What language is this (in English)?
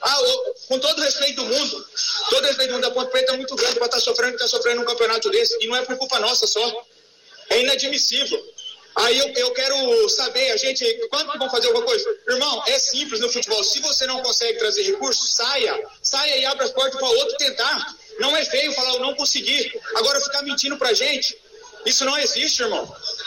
Portuguese